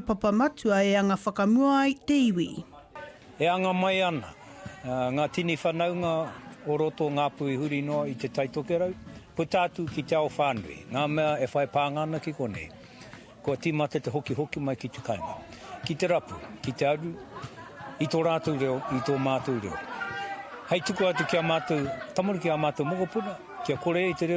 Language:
Māori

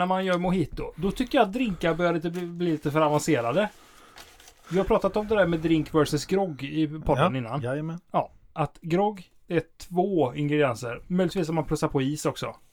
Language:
Swedish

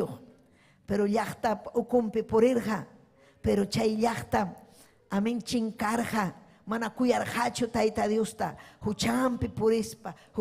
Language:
Ayacucho Quechua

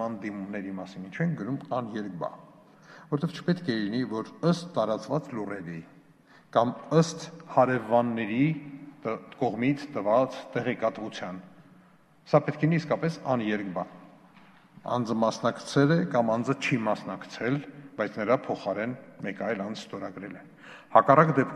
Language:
Armenian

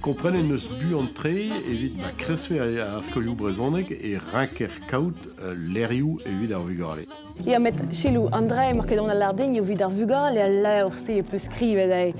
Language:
Breton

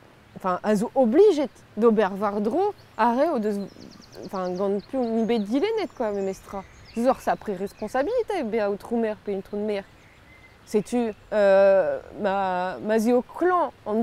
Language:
Breton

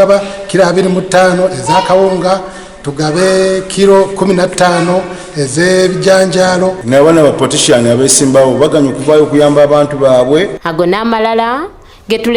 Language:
Ganda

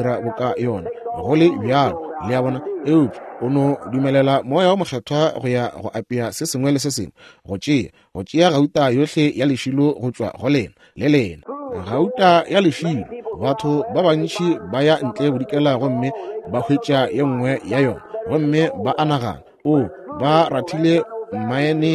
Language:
Northern Sotho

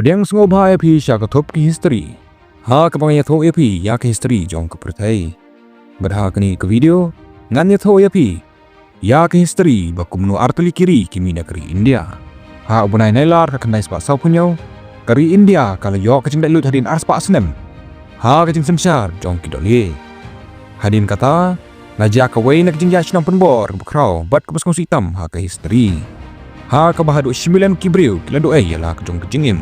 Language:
Khasi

